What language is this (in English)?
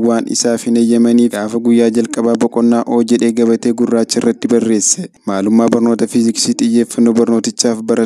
Oromo